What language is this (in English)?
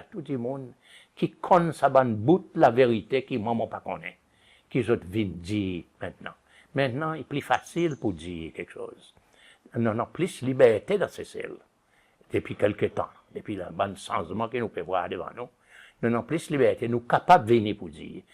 Seselwa Creole French